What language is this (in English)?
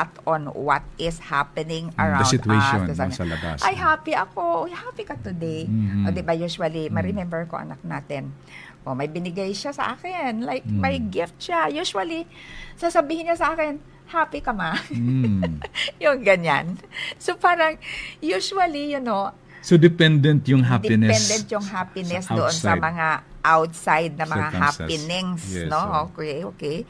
Filipino